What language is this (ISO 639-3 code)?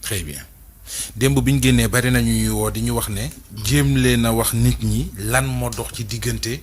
wol